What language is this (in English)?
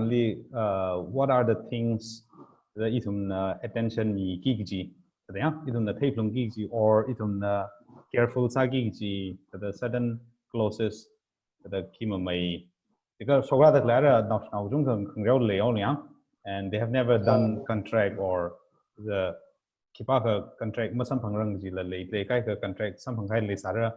Tangkhul Naga (India)